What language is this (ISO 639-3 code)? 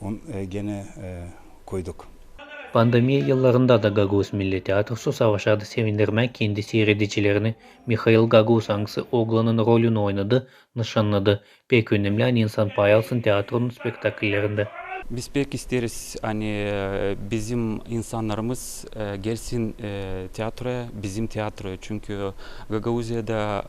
gag